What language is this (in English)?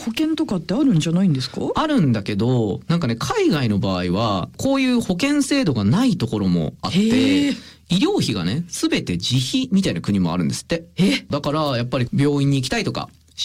Japanese